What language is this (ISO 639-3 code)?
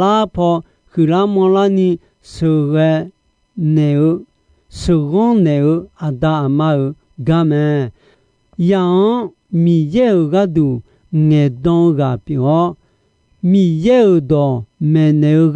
ahk